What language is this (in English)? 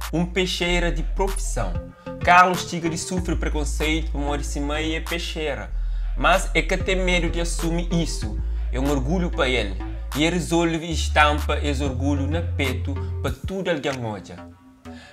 Kabuverdianu